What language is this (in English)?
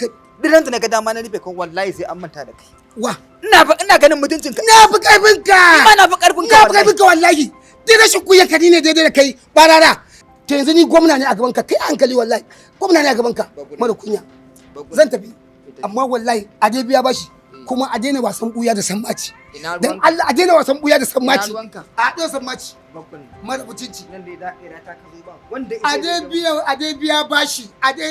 Hausa